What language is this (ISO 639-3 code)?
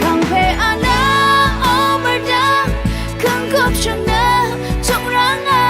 raw